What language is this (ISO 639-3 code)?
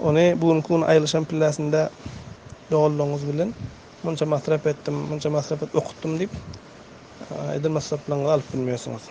tuk